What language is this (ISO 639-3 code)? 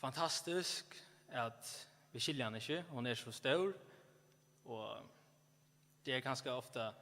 fao